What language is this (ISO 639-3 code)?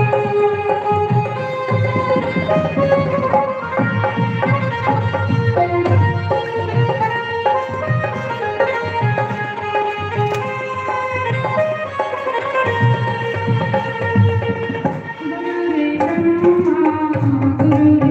doi